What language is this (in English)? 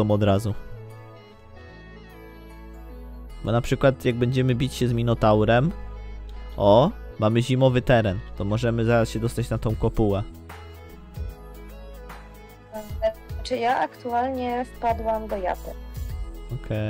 Polish